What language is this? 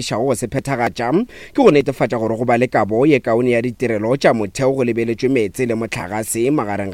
Northern Sotho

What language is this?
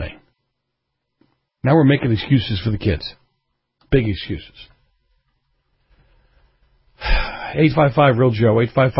English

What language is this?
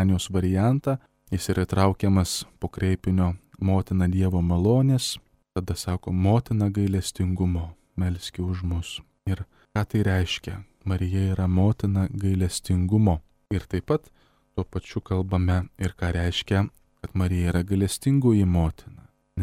Lithuanian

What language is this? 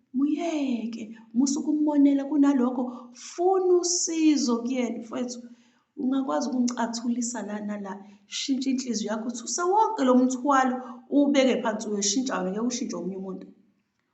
Zulu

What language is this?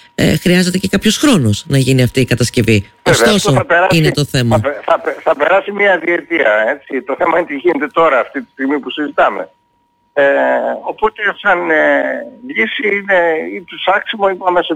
Greek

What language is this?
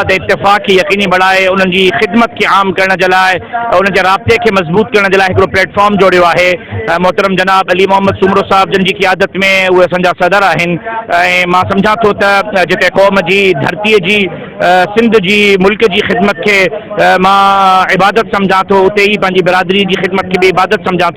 Sindhi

